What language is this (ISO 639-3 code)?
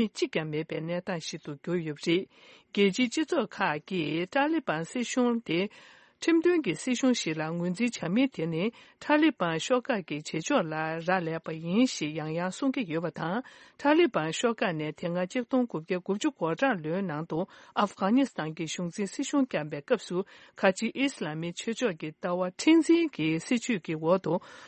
bod